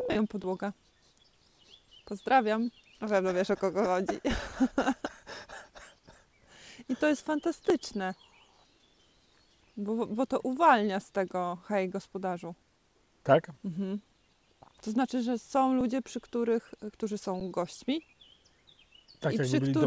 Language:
Polish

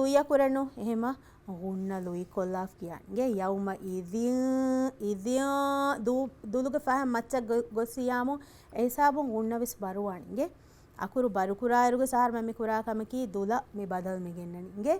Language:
Divehi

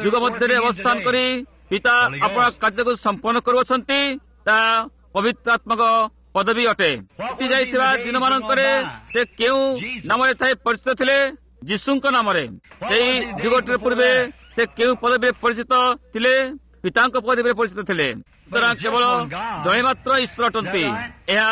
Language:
Odia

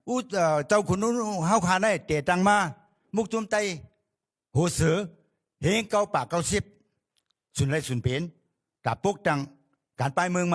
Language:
Shan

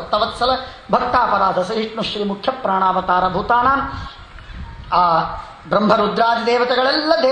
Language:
Kannada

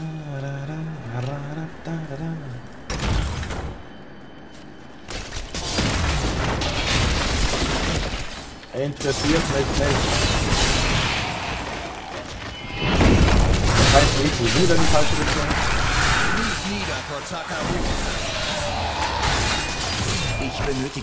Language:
German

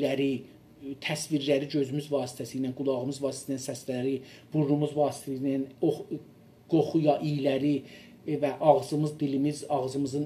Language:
South Azerbaijani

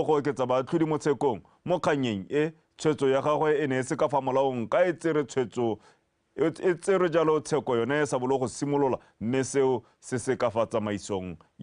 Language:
Tswana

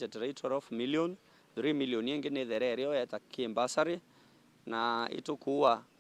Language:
Meru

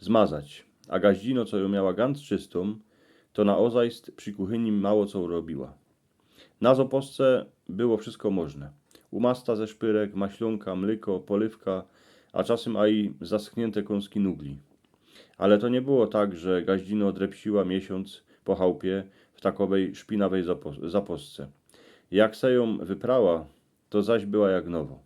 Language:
Silesian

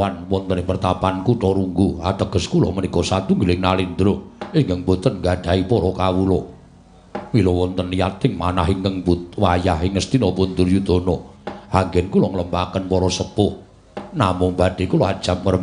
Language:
Javanese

